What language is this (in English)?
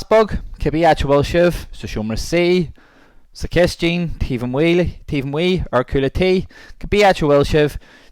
Irish